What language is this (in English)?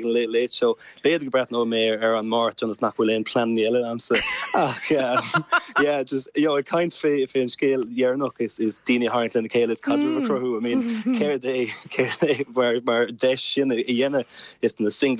Irish